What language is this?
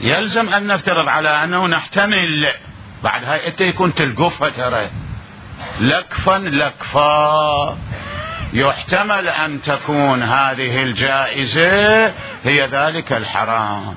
Mesopotamian Arabic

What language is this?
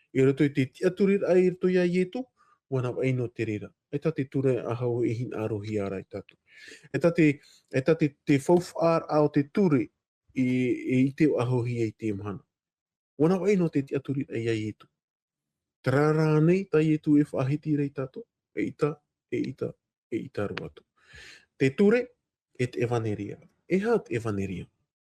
Tahitian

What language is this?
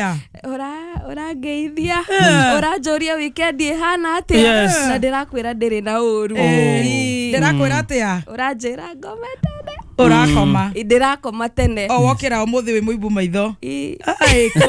Kikuyu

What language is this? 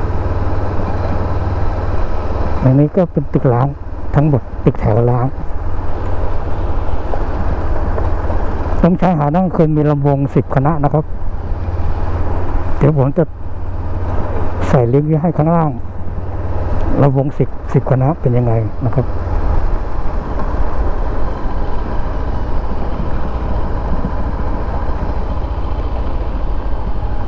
Thai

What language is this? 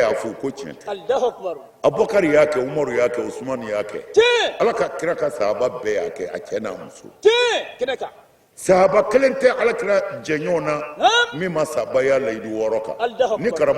Bambara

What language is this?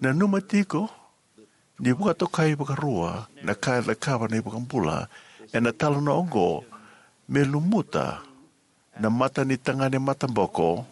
Fijian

